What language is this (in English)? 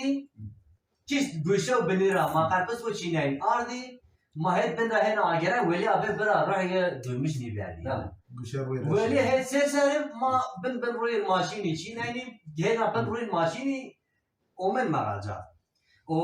Zaza